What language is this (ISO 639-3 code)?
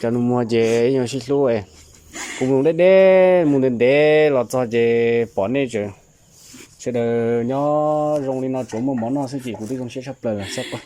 hmn